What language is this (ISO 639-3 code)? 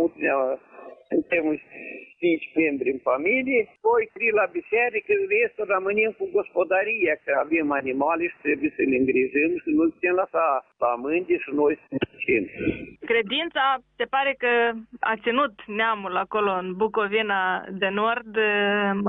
ron